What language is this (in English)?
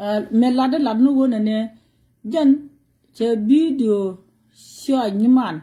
Nuer